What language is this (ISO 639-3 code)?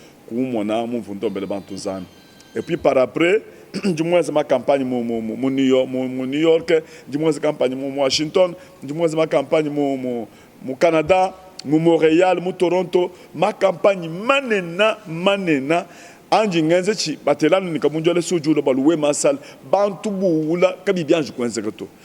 lua